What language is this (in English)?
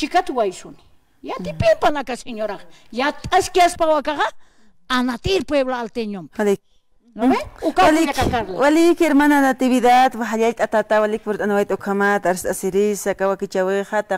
Aymara